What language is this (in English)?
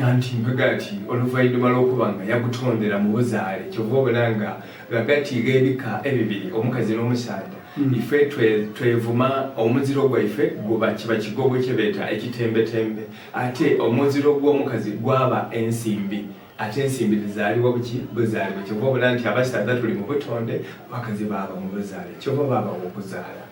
Soga